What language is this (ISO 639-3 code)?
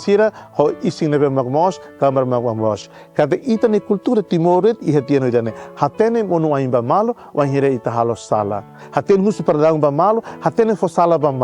tet